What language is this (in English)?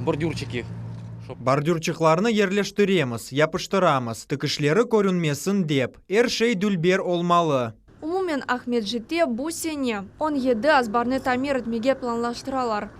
Crimean Tatar